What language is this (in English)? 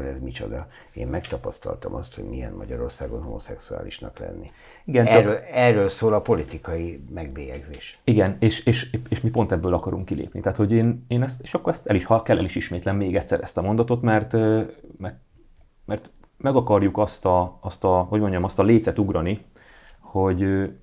Hungarian